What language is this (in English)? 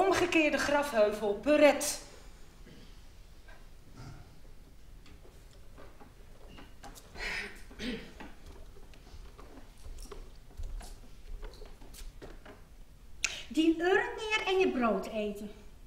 Dutch